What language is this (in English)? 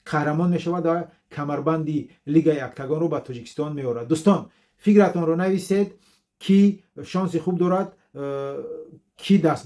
Tajik